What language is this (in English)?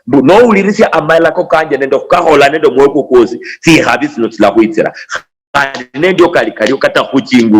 Luyia